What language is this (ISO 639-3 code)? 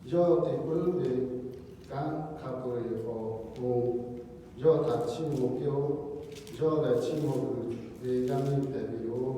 lhu